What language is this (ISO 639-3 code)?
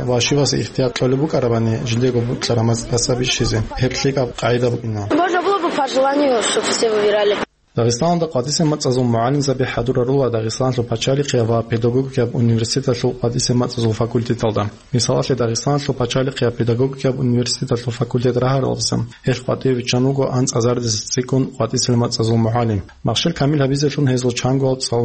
ava